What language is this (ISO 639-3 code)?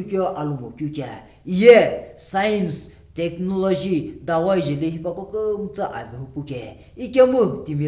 nsm